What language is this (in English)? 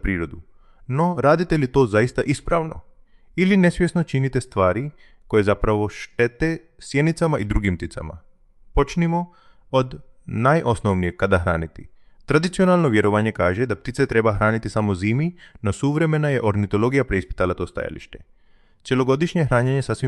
Croatian